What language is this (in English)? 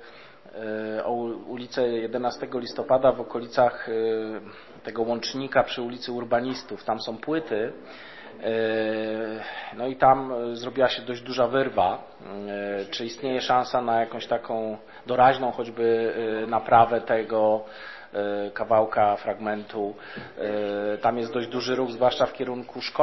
Polish